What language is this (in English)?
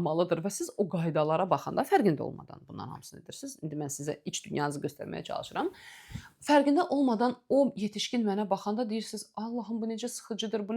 Azerbaijani